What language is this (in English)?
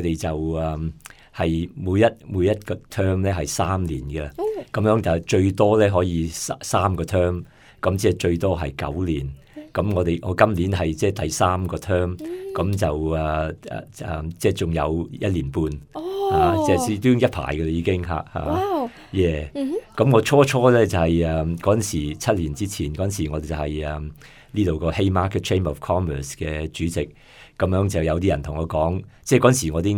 Cantonese